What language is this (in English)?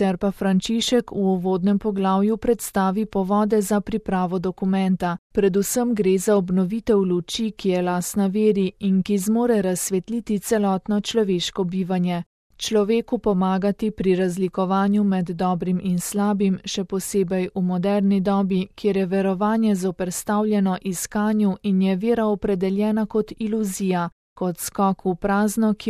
Slovenian